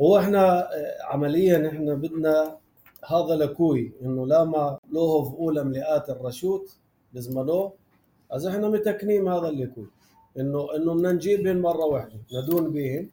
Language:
North Levantine Arabic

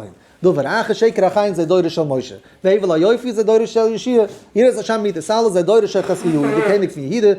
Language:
Yiddish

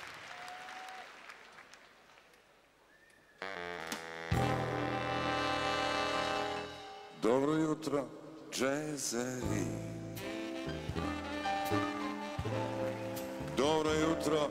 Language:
Serbian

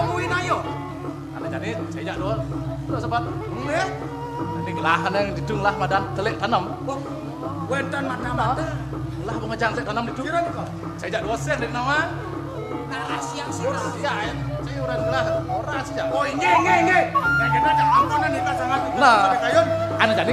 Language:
Balinese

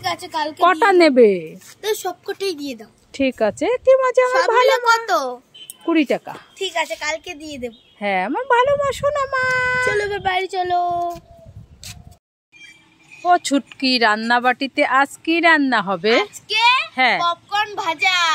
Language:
Bangla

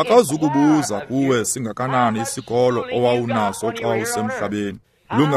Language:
Xhosa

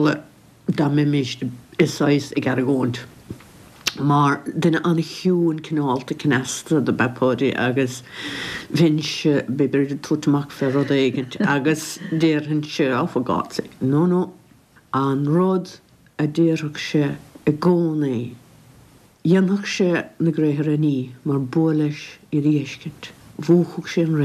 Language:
Irish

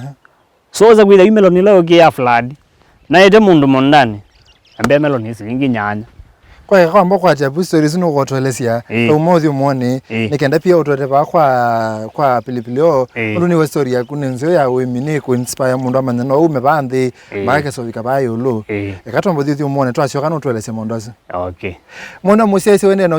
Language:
Kamba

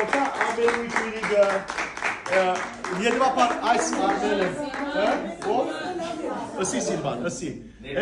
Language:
Western Armenian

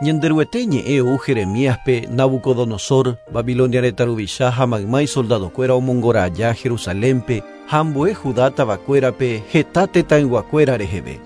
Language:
Guarani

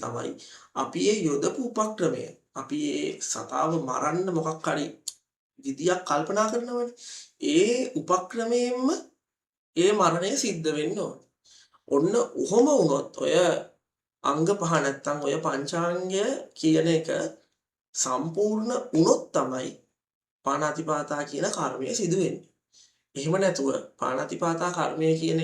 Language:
Sinhala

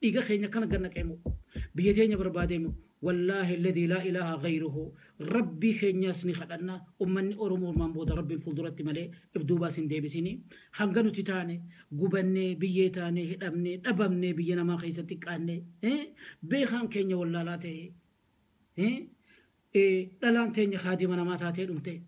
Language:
Oromo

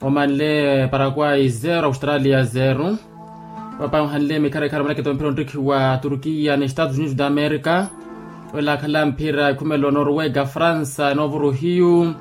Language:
Makhuwa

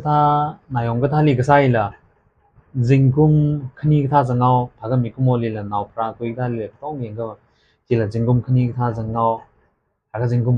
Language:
Tangkhul Naga (India)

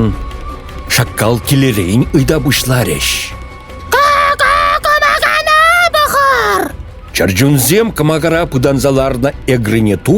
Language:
Chuvash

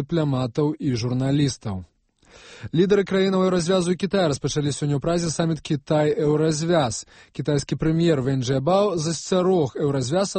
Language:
Belarusian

